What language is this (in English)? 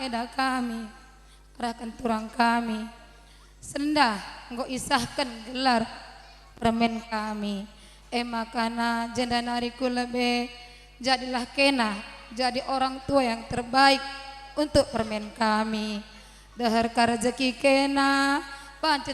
Batak Karo